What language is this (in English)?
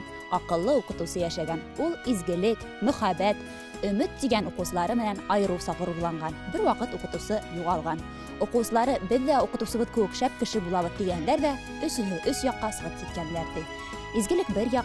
Bashkir